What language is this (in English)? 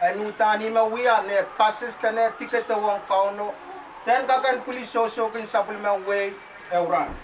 Pohnpeian